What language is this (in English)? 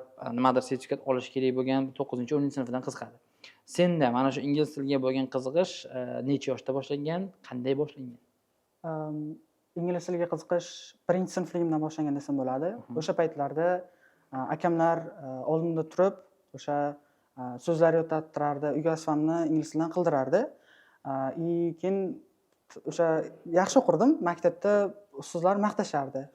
Uzbek